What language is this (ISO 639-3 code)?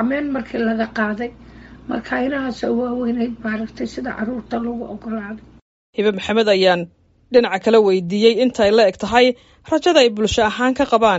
som